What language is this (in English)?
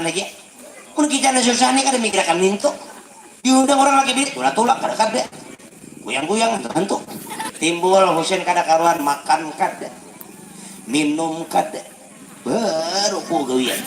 Banjar